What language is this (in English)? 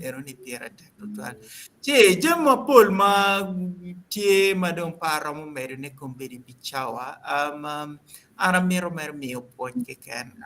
Acoli